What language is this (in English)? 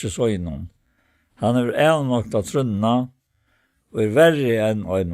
Faroese